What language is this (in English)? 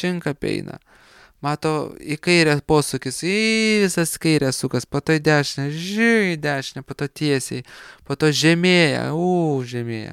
Lithuanian